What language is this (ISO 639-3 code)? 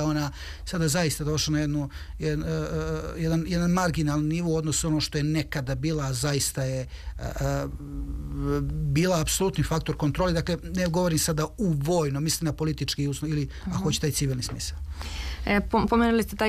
srp